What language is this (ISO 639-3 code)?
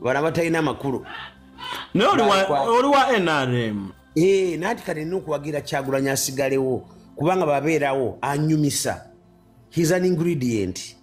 lug